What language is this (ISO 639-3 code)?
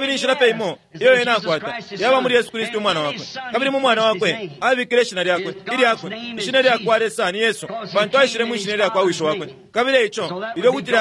bem